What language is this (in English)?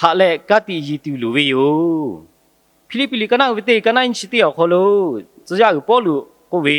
Lahu